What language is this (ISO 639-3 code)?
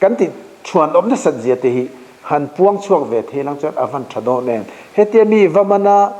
lus